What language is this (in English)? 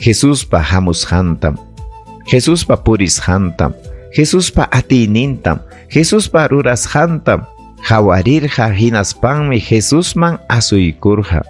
Ayacucho Quechua